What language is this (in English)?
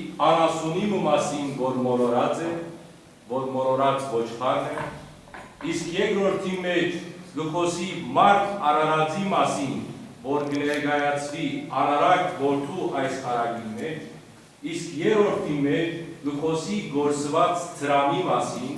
Western Armenian